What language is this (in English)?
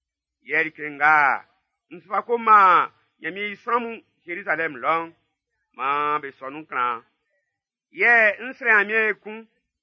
Baoulé